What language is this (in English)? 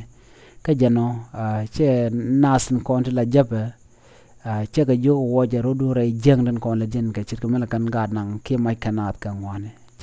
Nuer